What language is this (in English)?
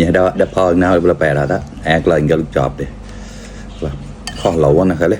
Mon